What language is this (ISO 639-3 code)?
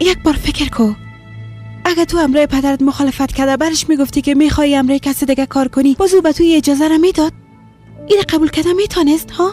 fas